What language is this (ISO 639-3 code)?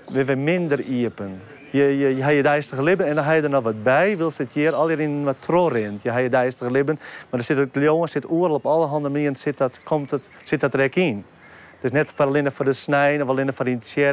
fry